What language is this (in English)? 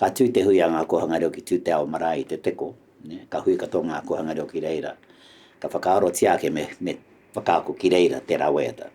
Māori